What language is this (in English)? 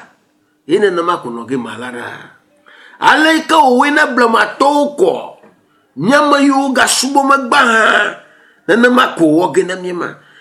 Ewe